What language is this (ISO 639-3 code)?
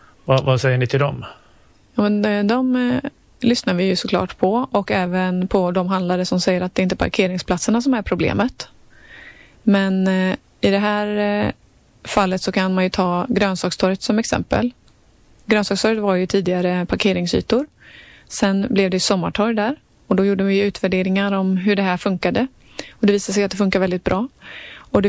swe